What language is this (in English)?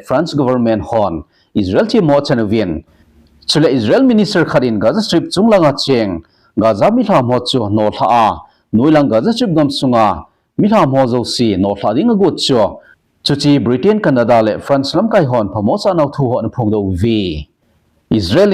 Thado Chin